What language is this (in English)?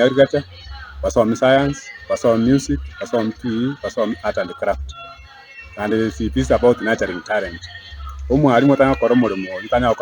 Gusii